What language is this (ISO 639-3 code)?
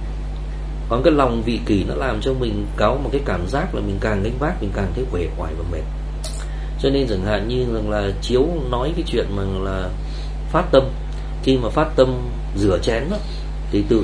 vie